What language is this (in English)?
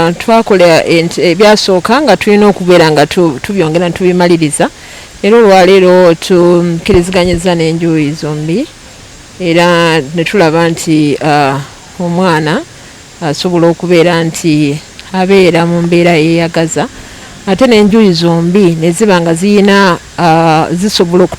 Ganda